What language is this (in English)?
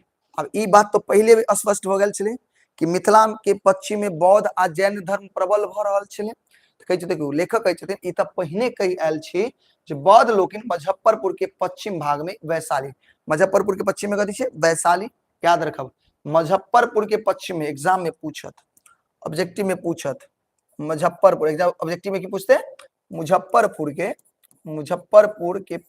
Maithili